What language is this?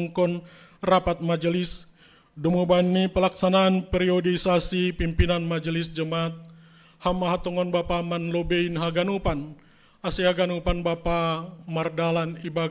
Batak Simalungun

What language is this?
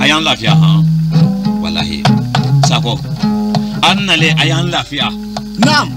Bambara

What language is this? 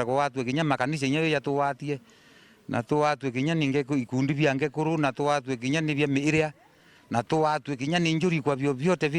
Meru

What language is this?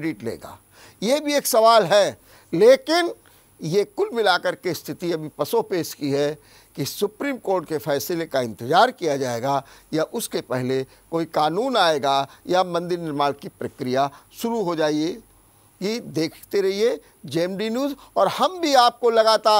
Hindi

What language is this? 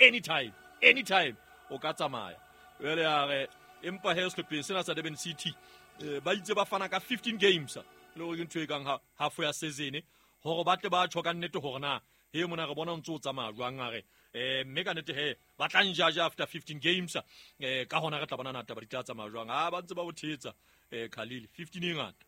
Southern Sotho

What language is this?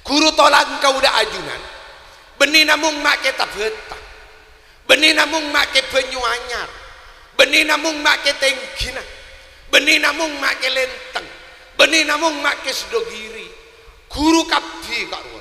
Madurese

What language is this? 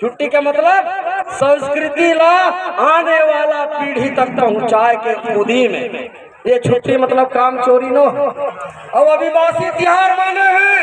Chhattisgarhi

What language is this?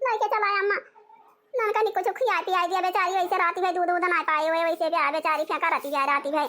Awadhi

